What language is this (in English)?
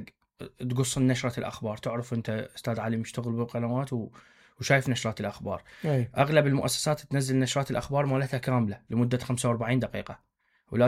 Mesopotamian Arabic